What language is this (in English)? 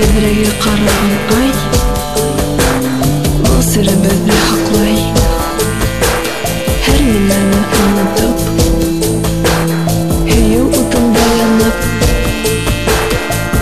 Bashkir